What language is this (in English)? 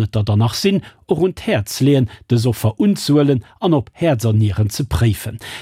Luxembourgish